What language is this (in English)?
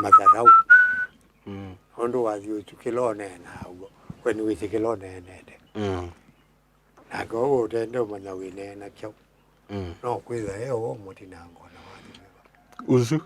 Kamba